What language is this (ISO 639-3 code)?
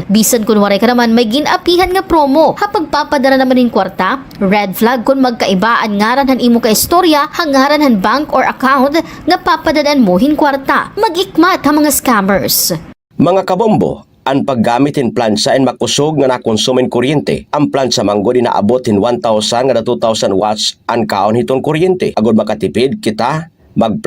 war